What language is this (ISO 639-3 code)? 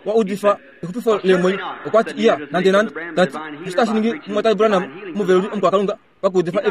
kua